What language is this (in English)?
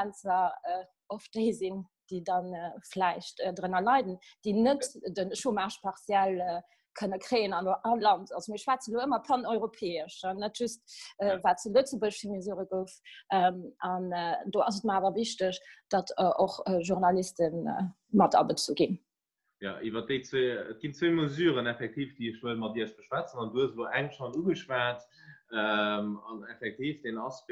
Luxembourgish